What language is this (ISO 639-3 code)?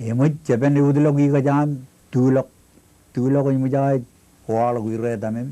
mah